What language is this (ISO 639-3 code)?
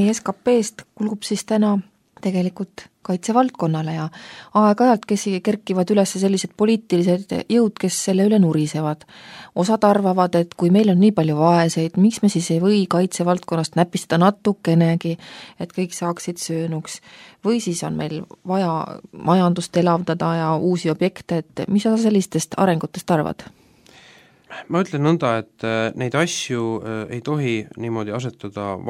est